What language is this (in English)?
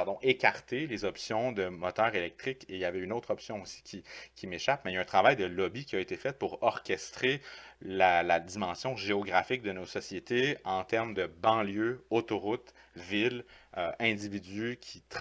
French